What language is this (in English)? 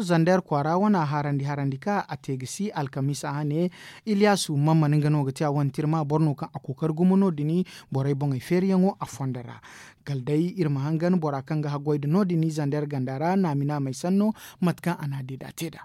Zarma